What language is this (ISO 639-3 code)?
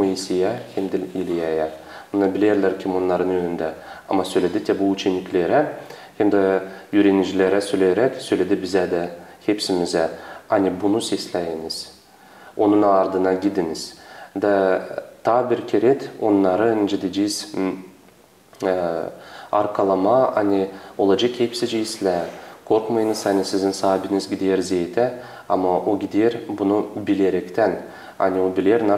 gag